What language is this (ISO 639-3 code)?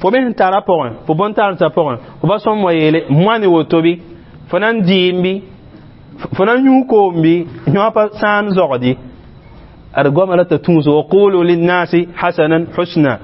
mos